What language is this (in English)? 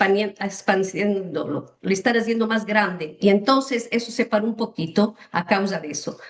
Ladino